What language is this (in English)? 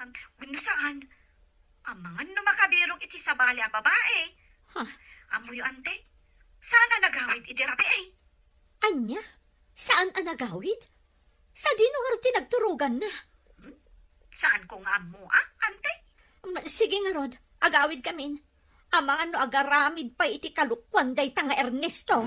Iloko